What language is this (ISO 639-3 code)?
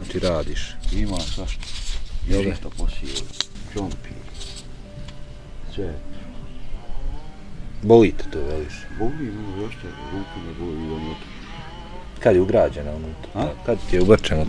bos